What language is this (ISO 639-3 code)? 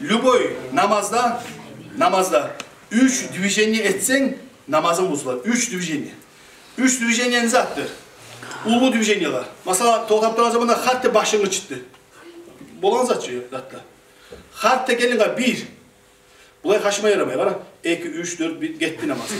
kum